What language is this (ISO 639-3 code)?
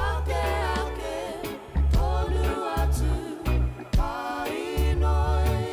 mri